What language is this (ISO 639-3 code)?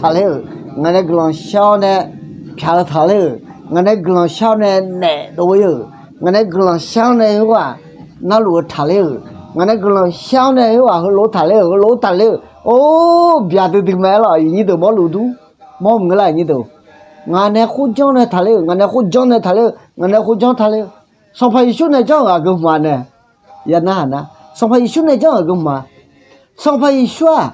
ahk